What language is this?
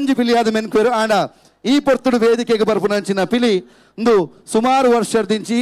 Tulu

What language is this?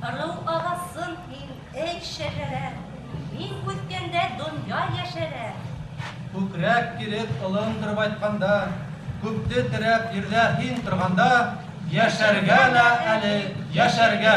Bashkir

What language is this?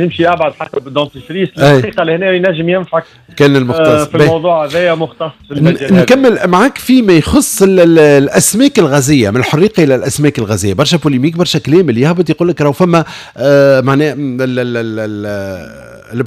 Tunisian Arabic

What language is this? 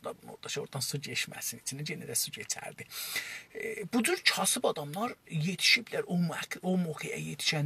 South Azerbaijani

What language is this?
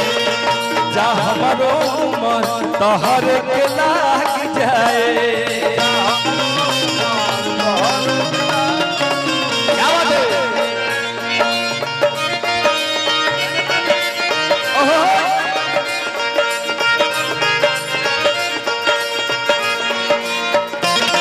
Bhojpuri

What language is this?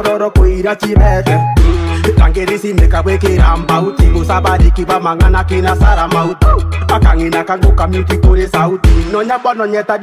Gusii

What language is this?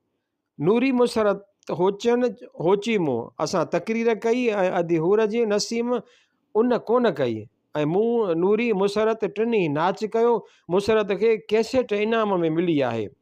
Sindhi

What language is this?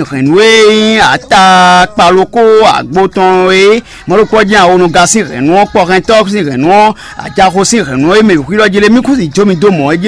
Fon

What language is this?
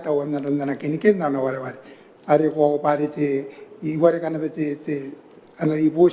Gilbertese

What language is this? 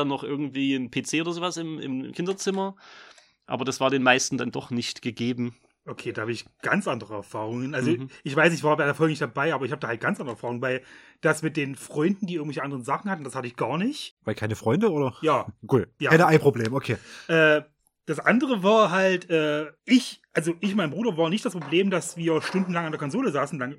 German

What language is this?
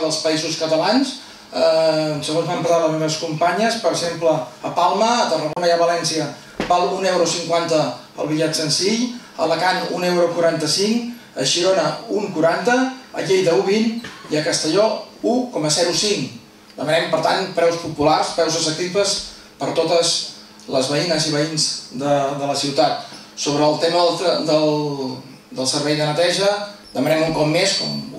Catalan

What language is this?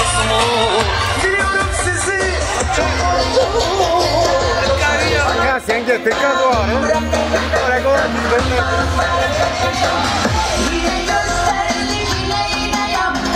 Turkish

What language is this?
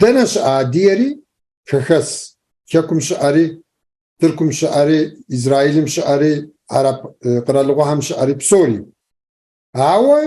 Kabardian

